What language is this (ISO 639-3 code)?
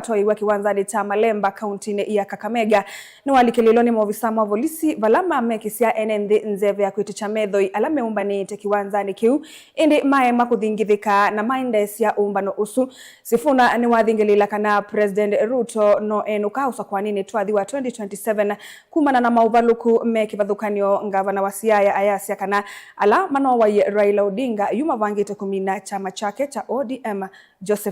kam